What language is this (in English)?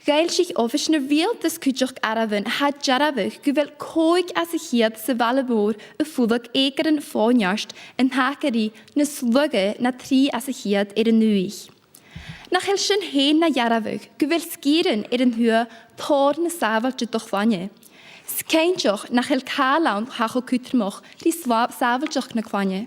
Scottish Gaelic